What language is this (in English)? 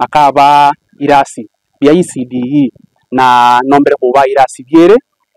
Meru